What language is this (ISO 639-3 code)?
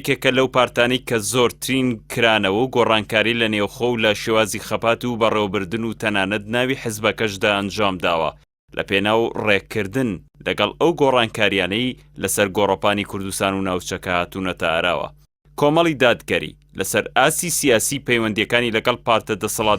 ckb